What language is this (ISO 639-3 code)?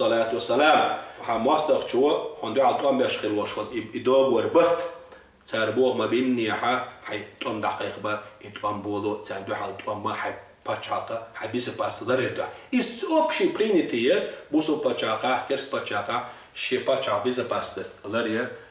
che